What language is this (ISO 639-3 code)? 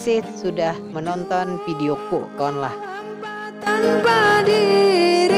bjn